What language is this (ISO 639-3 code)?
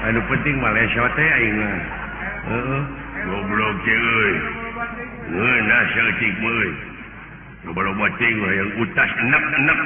sun